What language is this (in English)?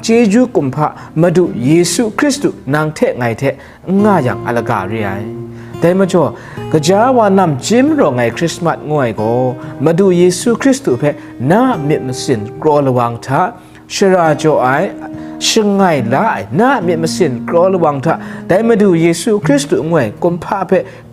Kachin